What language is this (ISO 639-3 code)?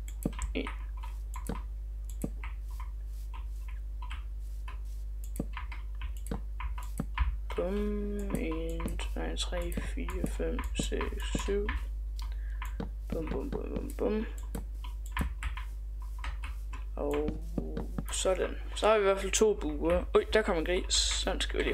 dan